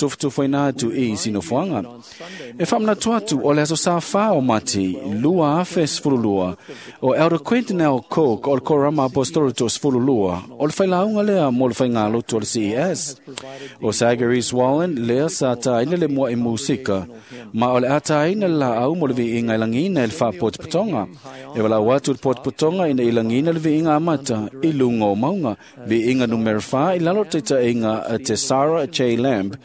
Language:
Samoan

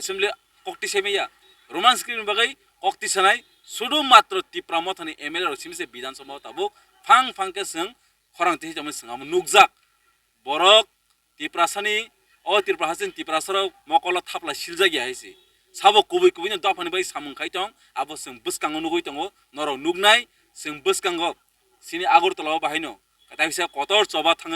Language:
Kok Borok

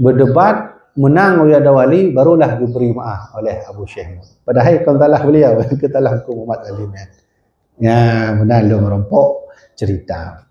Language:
Achinese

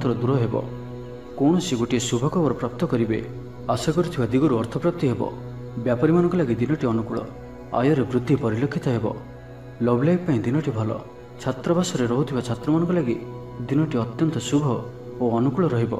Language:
Odia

